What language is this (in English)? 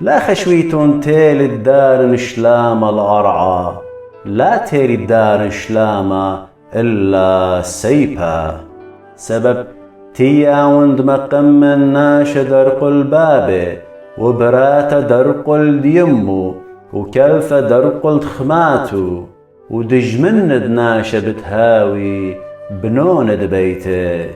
Assyrian Neo-Aramaic